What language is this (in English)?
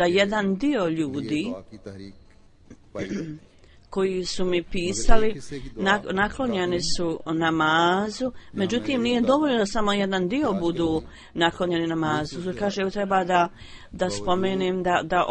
Bosnian